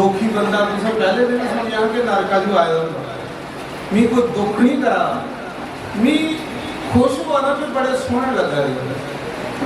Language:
Dogri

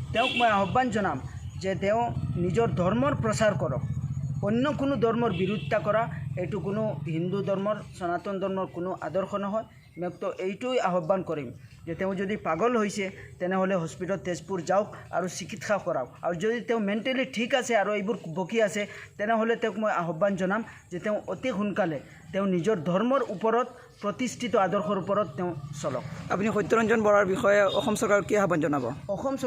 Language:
Assamese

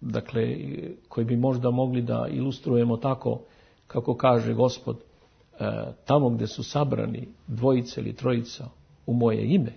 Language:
Serbian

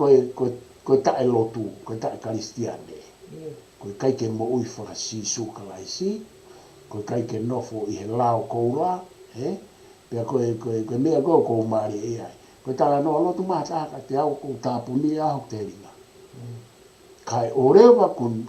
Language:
Tongan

